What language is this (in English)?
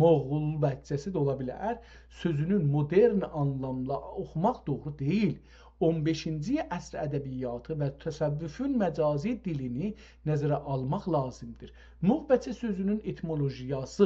South Azerbaijani